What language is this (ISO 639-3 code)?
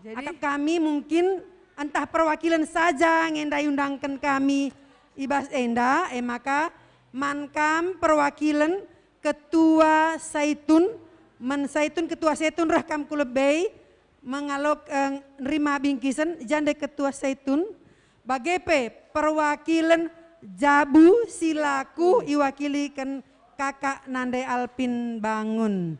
btx